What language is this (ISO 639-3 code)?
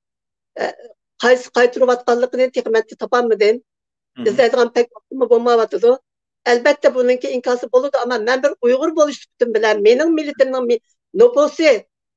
uig